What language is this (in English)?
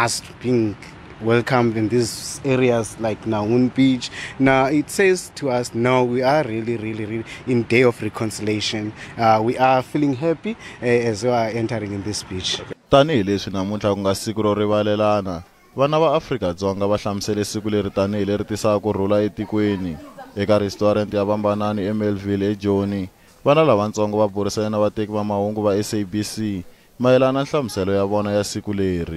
Tsonga